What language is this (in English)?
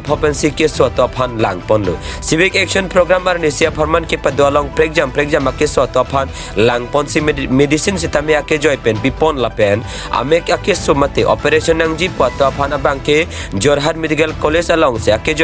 Karbi